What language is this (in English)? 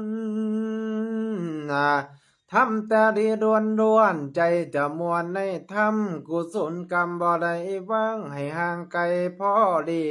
Lao